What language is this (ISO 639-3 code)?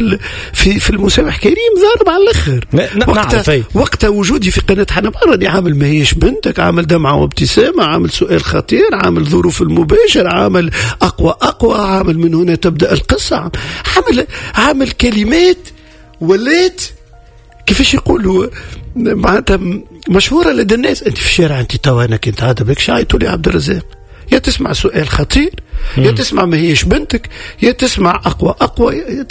aeb